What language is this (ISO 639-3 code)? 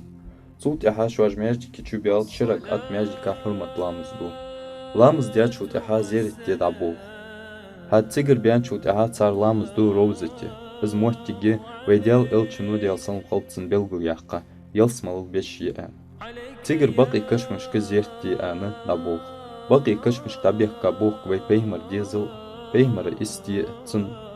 inh